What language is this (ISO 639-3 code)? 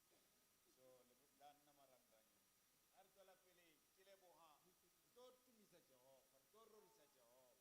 sot